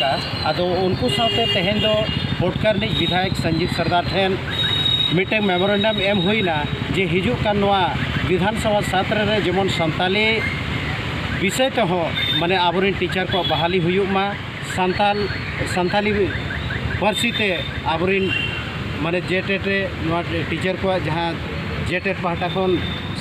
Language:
Santali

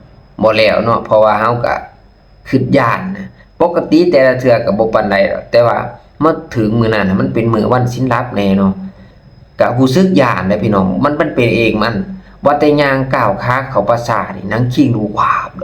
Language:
Lao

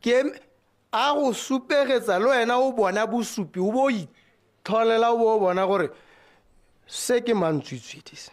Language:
Tswana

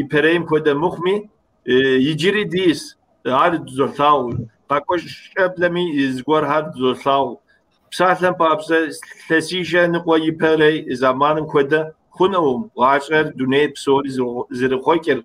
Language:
Kabardian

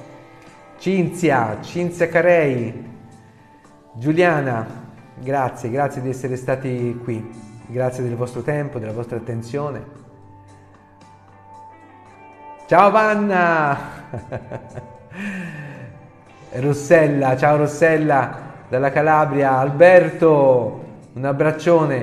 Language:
Italian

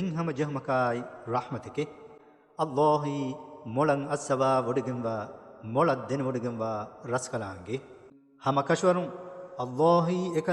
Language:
Divehi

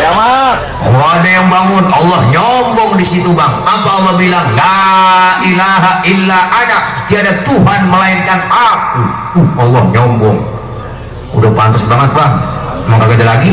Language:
Betawi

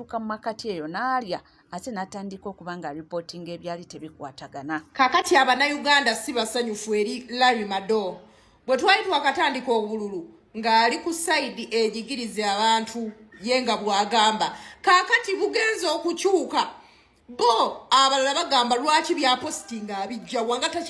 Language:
Ganda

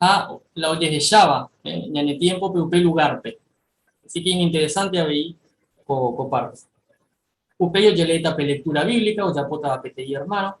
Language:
Guarani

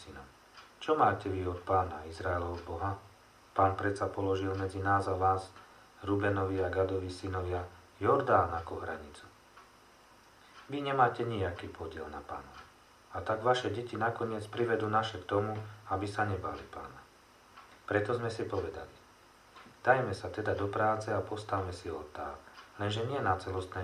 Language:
Slovak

